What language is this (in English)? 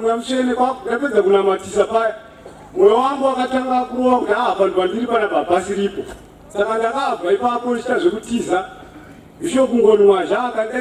Shona